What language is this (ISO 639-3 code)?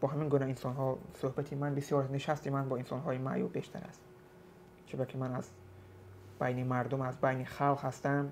tgk